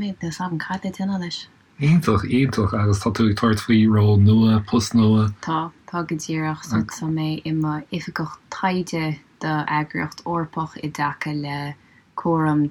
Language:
Irish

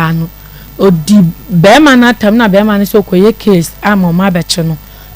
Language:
Akan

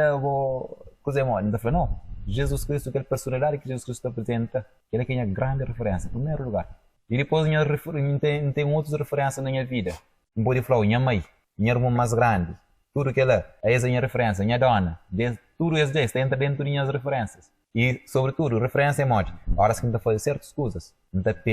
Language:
Kabuverdianu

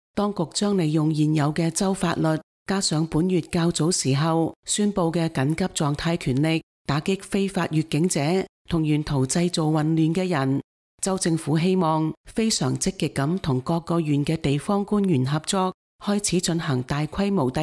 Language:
Cantonese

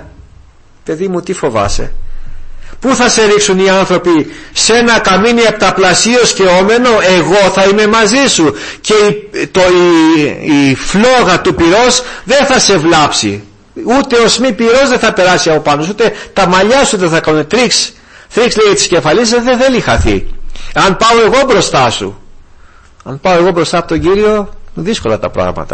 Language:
Greek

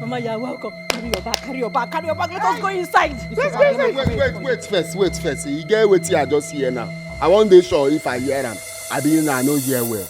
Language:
Nigerian Pidgin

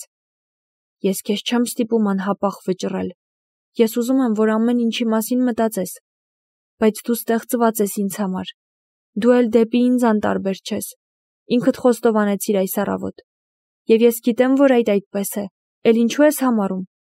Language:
Armenian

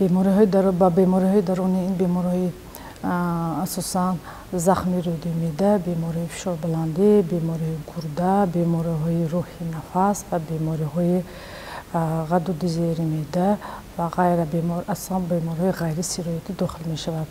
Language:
Tajik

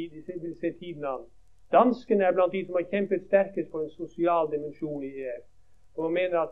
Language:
Norwegian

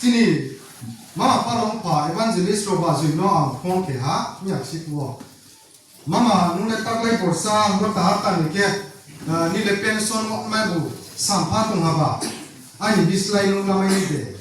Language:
Riang (India)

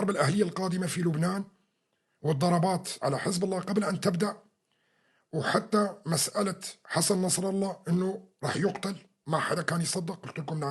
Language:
North Levantine Arabic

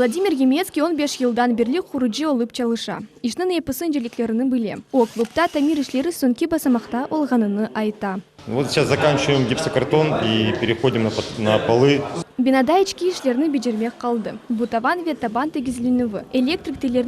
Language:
Crimean Tatar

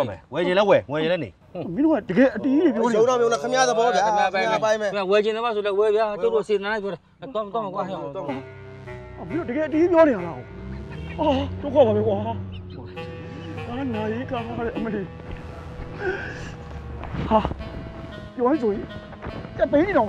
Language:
Burmese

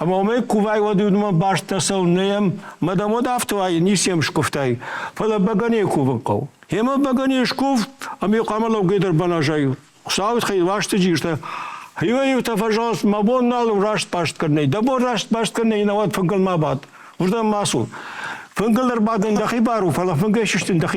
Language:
Ossetic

